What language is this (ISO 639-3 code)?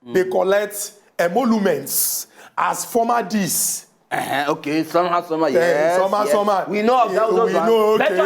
pcm